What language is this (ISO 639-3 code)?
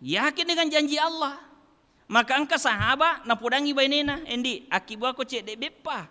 bug